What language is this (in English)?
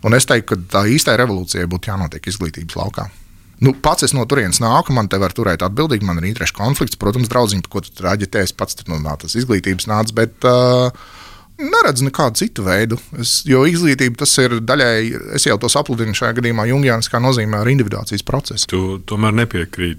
Latvian